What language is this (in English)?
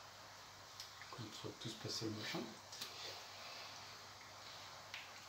French